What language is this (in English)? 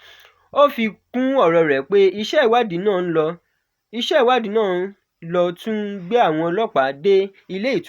Yoruba